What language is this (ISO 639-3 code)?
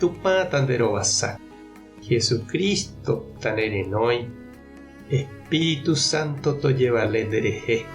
grn